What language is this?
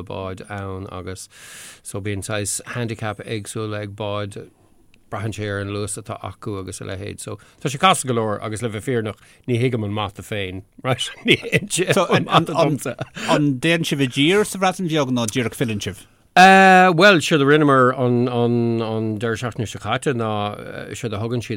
Irish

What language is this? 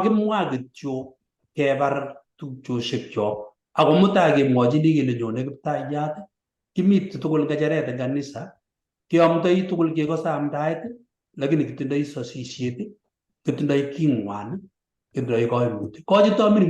Kalenjin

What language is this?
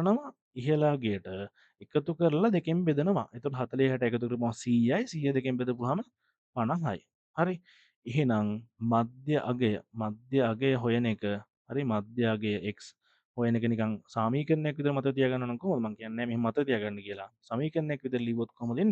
Sinhala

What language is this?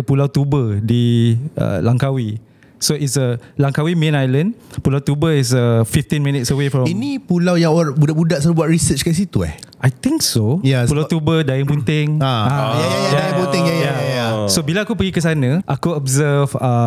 Malay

